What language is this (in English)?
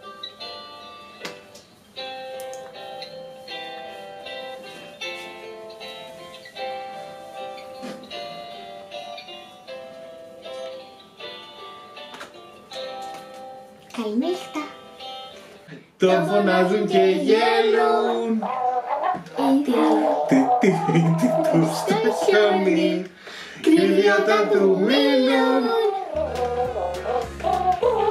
Greek